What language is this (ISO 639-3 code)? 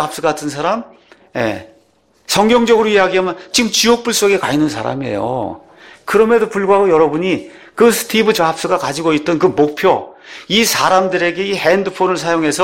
kor